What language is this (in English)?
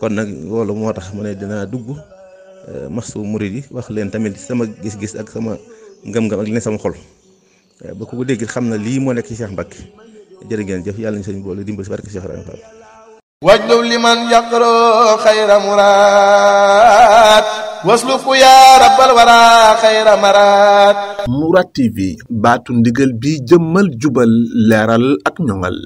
Wolof